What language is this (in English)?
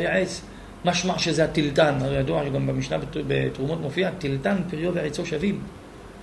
Hebrew